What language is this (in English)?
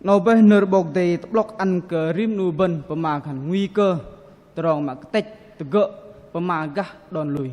Bahnar